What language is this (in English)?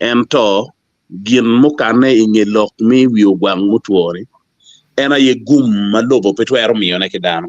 Acoli